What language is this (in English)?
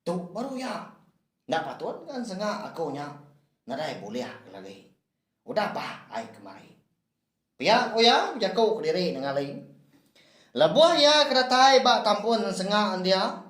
Iban